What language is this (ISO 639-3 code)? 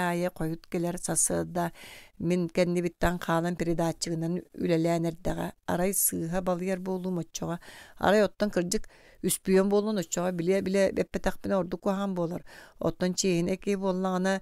sah